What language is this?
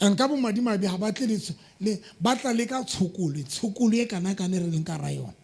Southern Sotho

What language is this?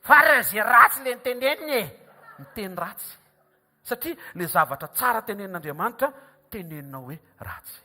Malagasy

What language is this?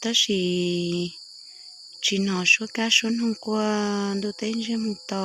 Hmong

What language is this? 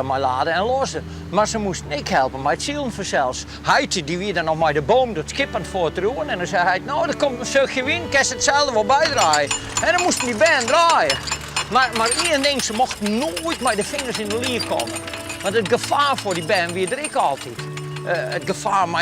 Western Frisian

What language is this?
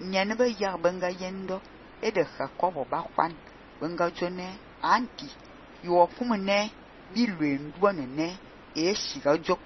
Fang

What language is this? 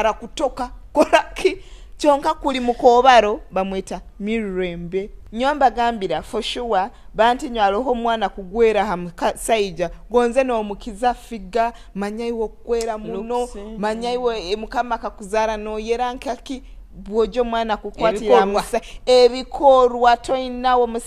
Nyoro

